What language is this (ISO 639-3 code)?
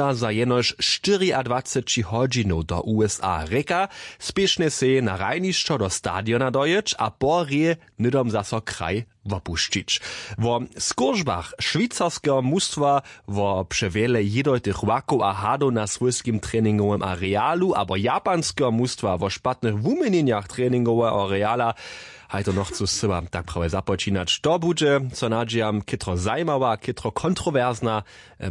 hsb